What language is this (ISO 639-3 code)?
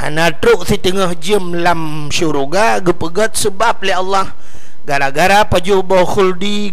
ace